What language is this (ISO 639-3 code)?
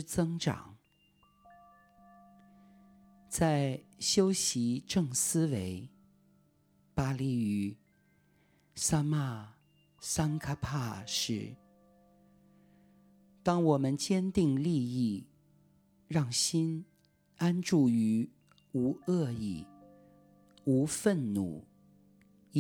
zho